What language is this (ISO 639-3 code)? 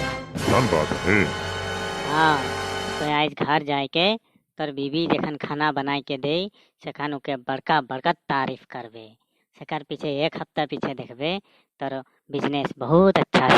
sck